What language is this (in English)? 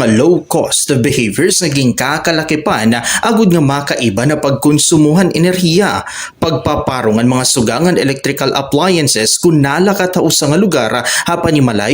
Waray